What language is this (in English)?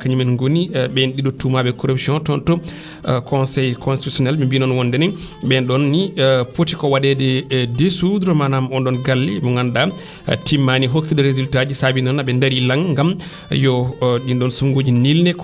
Fula